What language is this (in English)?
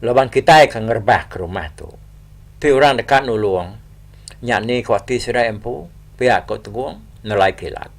Iban